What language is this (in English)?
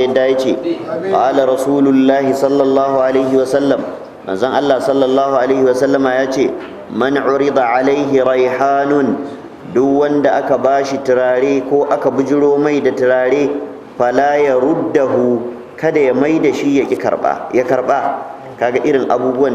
Hausa